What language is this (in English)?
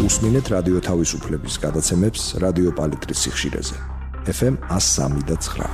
Georgian